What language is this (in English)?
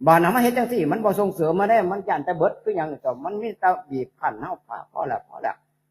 Northeastern Thai